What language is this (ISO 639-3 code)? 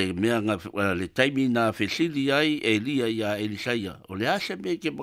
smo